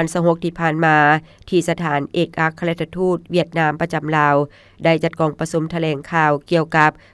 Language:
Lao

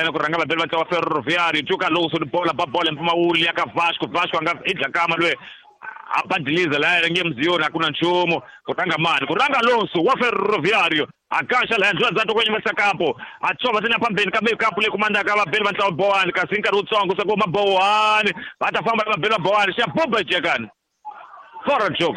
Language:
Tsonga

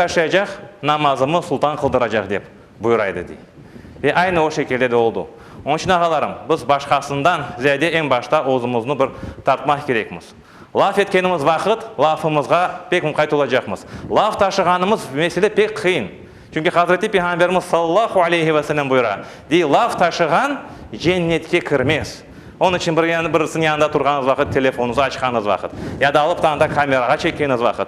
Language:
Crimean Tatar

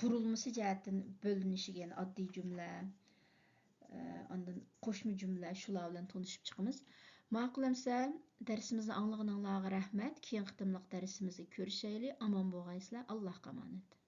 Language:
Uyghur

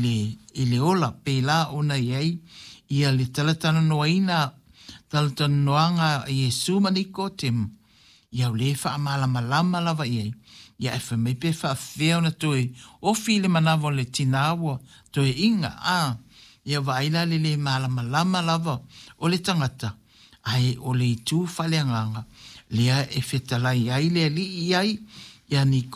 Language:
Samoan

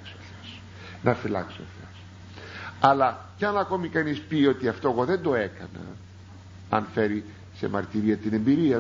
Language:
Greek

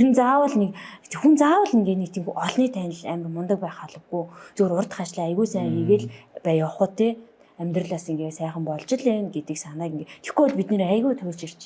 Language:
Mongolian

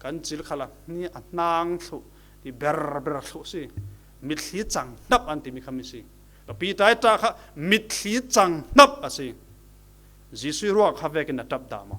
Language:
Falam Chin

